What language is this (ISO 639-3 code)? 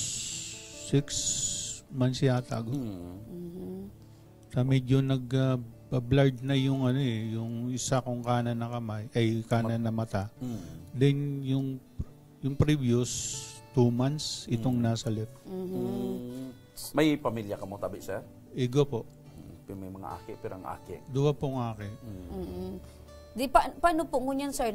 bik